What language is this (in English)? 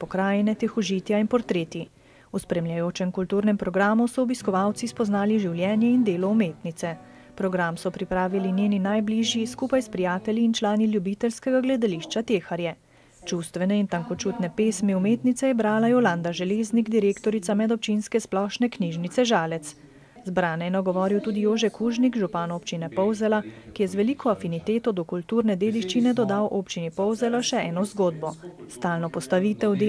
Slovenian